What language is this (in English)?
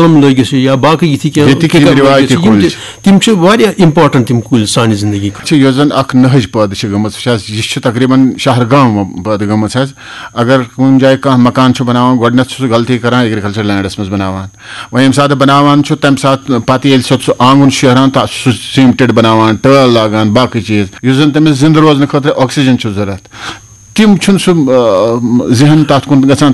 Kashmiri